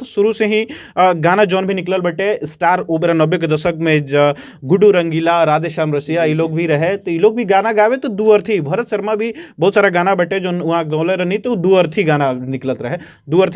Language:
Bhojpuri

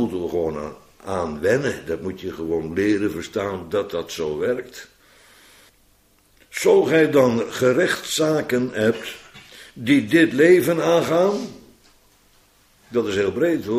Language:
Dutch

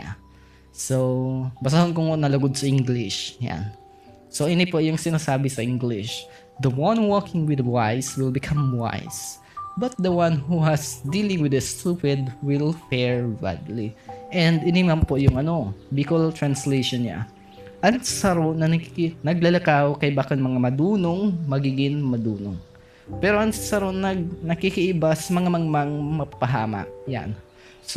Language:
Bikol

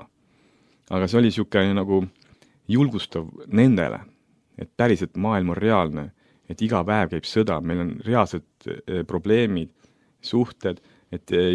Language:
Estonian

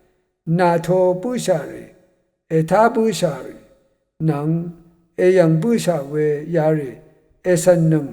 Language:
Rawang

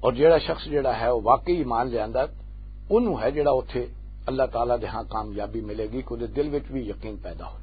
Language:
Western Panjabi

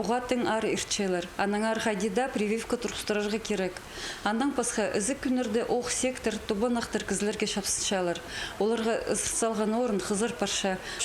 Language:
Khakas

